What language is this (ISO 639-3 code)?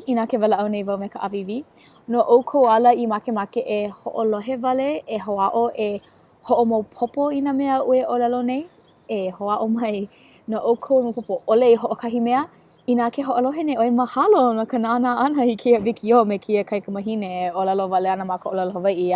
haw